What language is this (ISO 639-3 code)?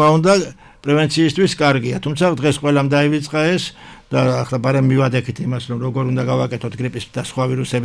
kat